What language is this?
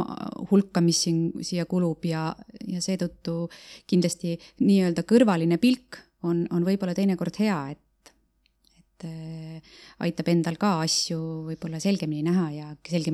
Estonian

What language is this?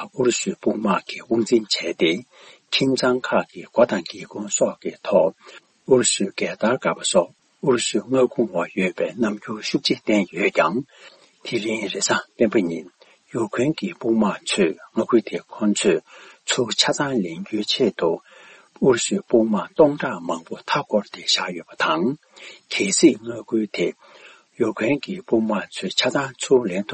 Tibetan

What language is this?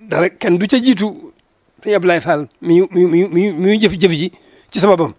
Wolof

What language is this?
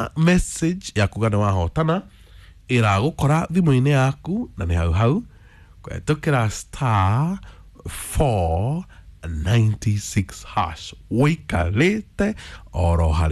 Kikuyu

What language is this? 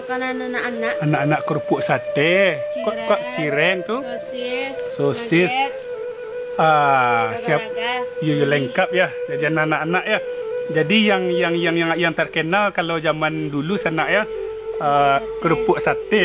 Minangkabau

